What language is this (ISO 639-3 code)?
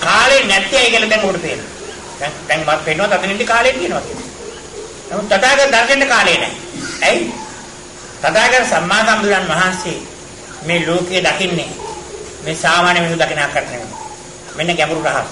sin